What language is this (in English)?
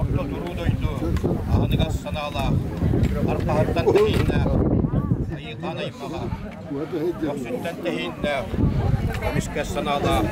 Yakut